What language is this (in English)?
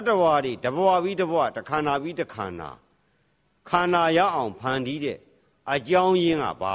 Burmese